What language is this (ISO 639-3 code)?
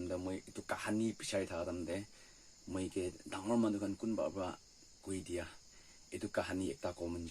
nag